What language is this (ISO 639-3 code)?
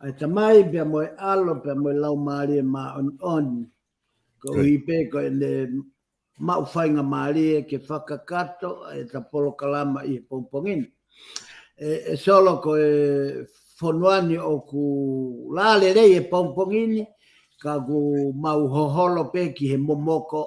ton